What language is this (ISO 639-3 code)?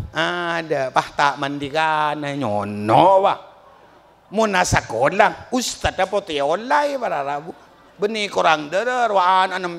mad